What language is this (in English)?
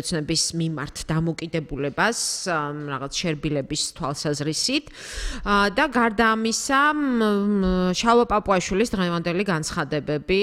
Georgian